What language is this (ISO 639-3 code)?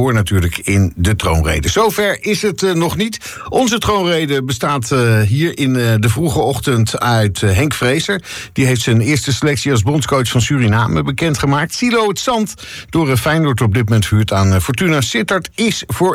nld